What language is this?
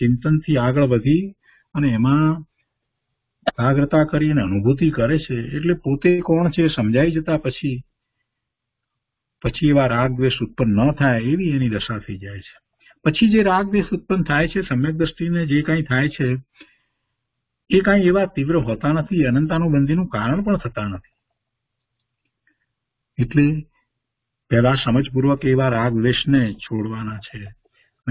Gujarati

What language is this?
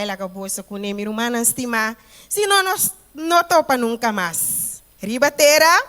Papiamento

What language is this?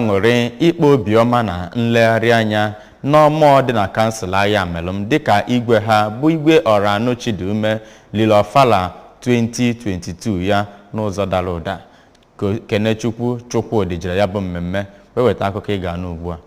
Igbo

